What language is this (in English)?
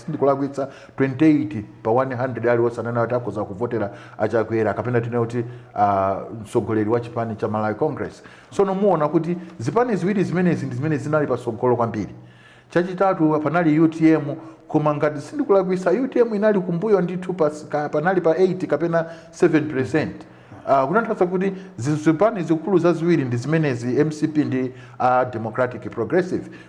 Nyanja